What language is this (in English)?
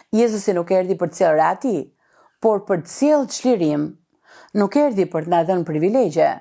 Albanian